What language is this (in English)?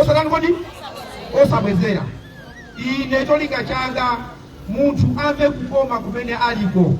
Nyanja